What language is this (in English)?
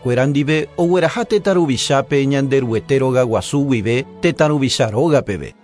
Guarani